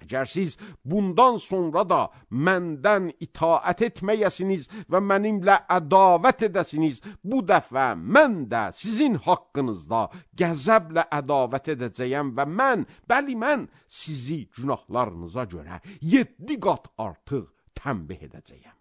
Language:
Azerbaijani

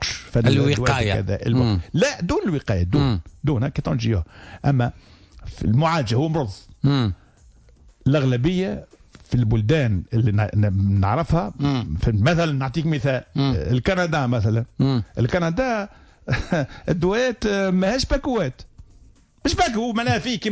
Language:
Tunisian Arabic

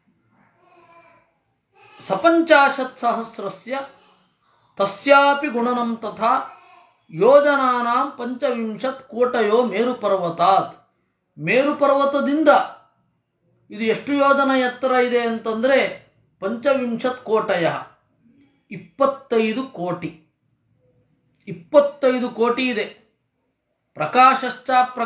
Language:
Kannada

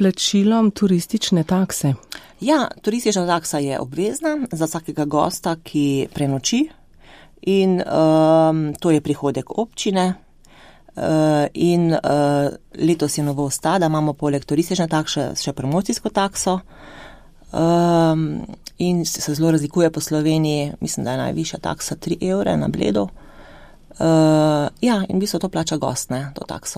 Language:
Slovenian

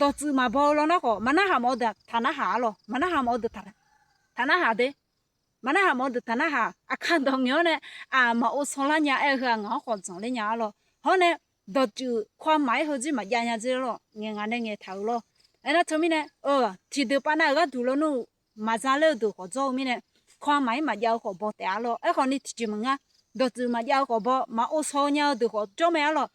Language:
Akha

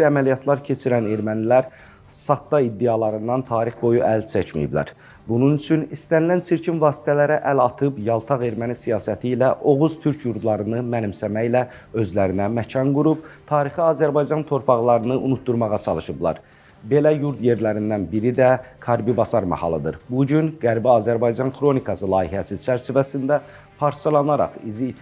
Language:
Azerbaijani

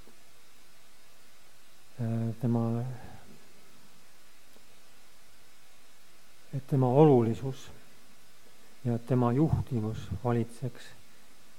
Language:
Estonian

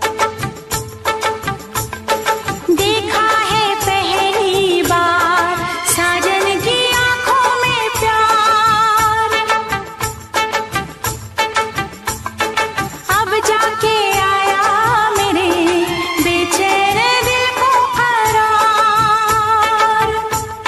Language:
Hindi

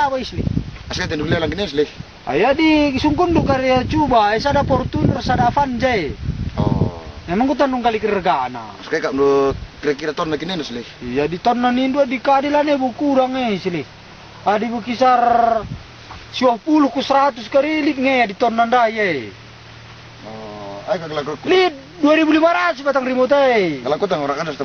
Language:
Batak Karo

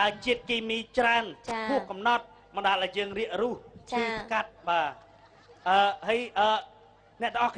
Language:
Khmer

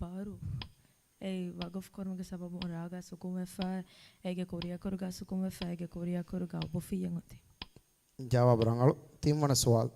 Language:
Divehi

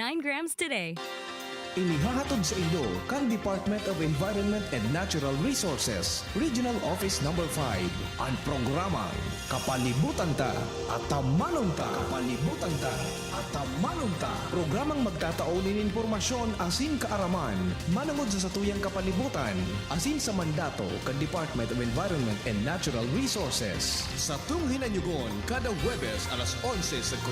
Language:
Bikol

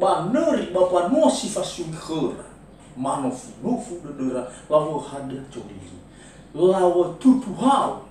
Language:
Nias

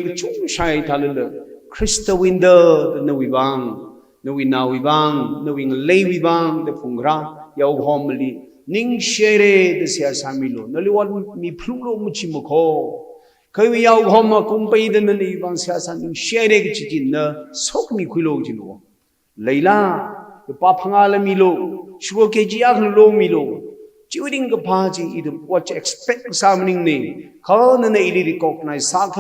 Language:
Tangkhul Naga (India)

